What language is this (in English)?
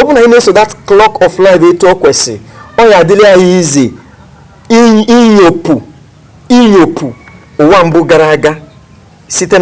Igbo